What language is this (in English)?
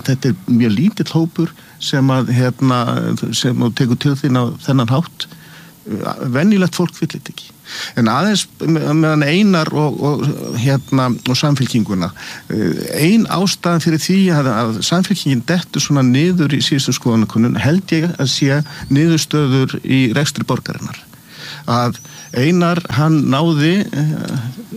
Icelandic